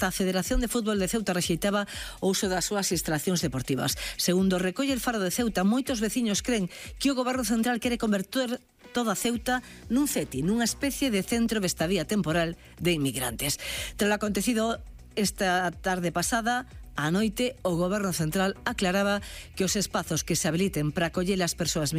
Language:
Galician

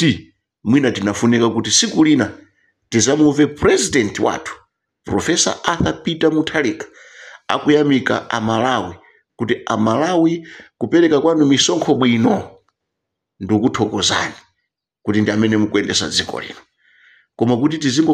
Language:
Nyanja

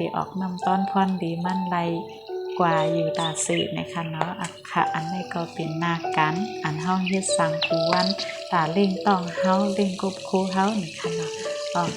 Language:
Shan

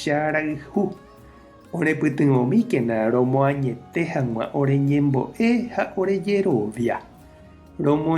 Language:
Guarani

